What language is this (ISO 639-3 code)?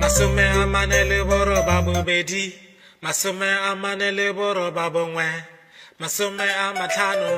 tsn